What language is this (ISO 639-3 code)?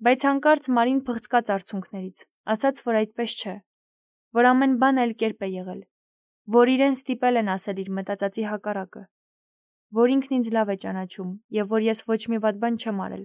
hye